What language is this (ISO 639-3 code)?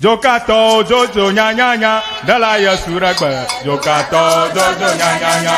ewe